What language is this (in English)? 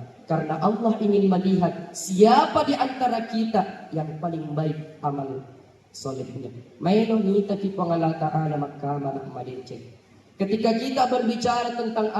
Buginese